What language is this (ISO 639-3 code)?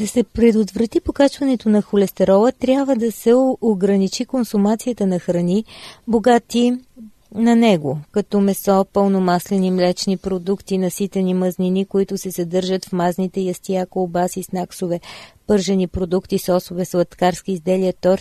bul